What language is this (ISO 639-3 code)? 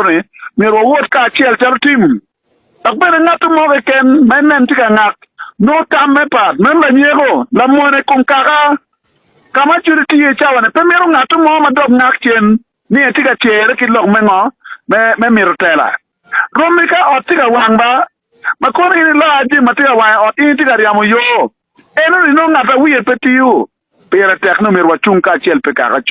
ach